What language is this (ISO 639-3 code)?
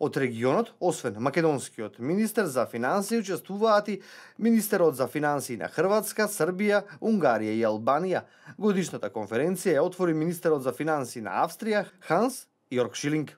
mkd